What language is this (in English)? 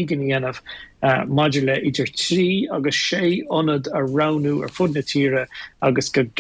Irish